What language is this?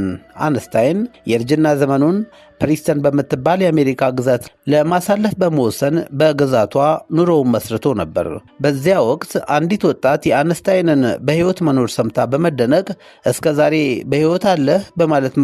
Amharic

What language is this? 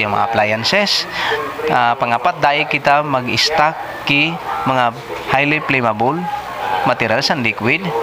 Bikol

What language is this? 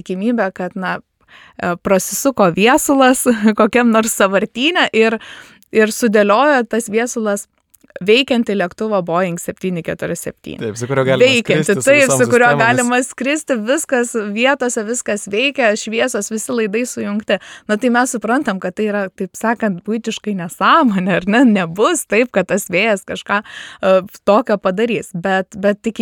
Lithuanian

